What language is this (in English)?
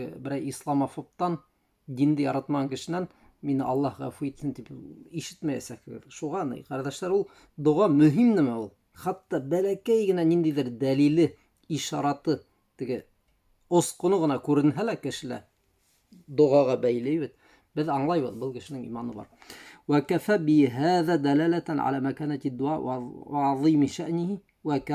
Bashkir